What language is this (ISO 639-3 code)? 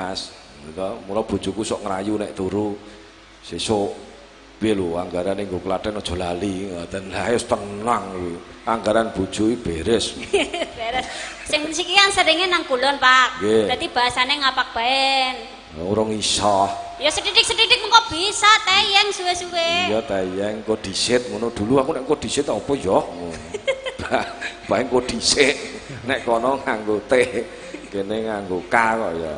jav